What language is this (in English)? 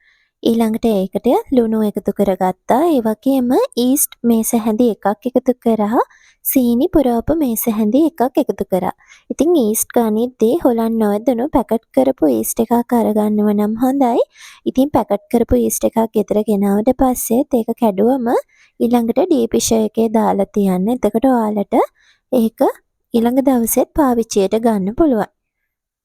Sinhala